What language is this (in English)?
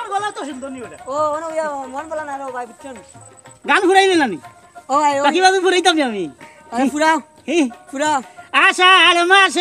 Sylheti